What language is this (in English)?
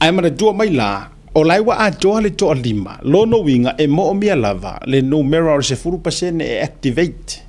Samoan